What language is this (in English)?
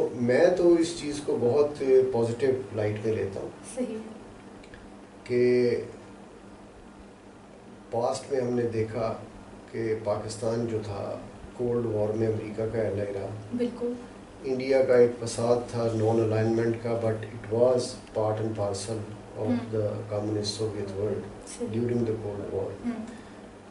Urdu